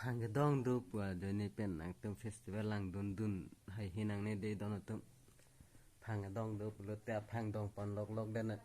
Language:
Karbi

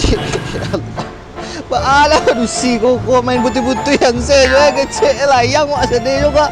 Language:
Minangkabau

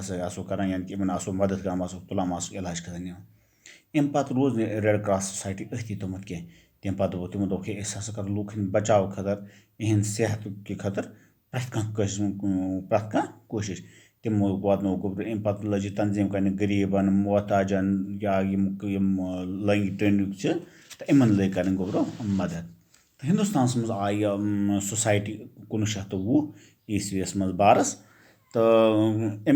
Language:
Kashmiri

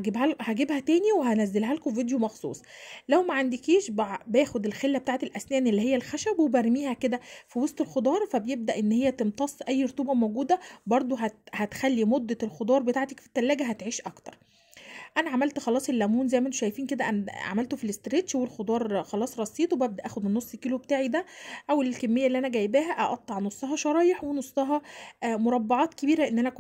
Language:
Egyptian Arabic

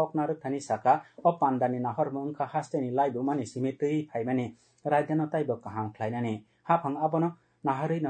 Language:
Kok Borok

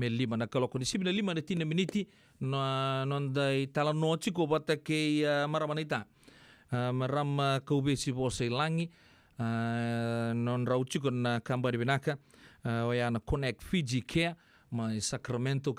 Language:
Fijian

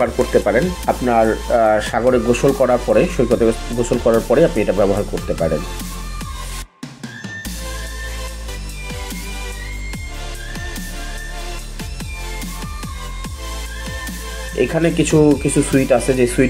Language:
Bangla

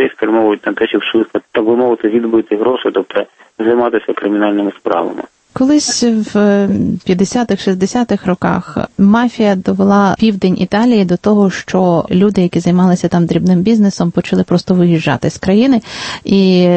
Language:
Ukrainian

